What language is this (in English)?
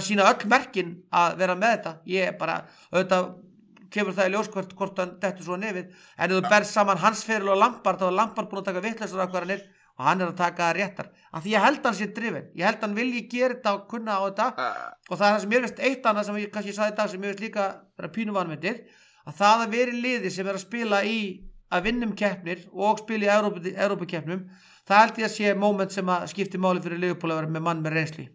Icelandic